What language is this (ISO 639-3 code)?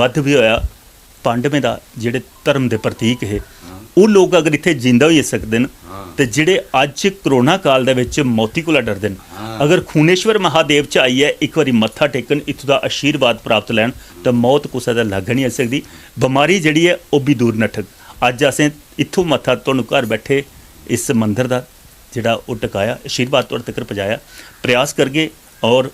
doi